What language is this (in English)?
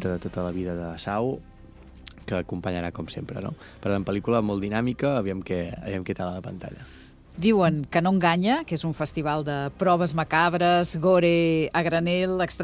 Catalan